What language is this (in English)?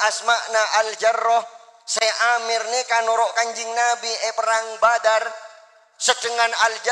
Madurese